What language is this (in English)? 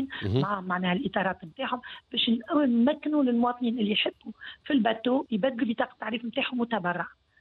Tunisian Arabic